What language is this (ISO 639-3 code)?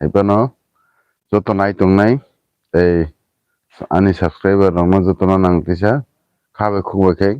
trp